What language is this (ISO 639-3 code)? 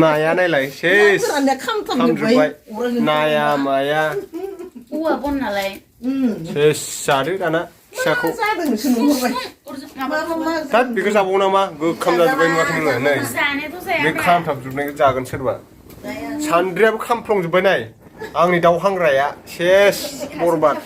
brx